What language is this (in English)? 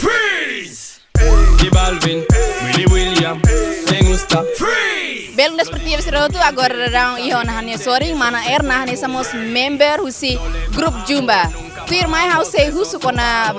Tetum